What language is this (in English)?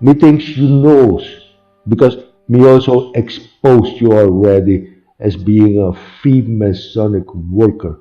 Papiamento